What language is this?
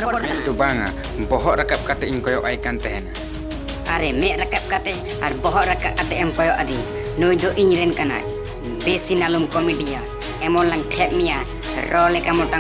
Santali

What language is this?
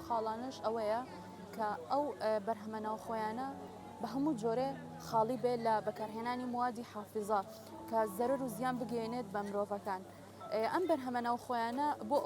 Central Kurdish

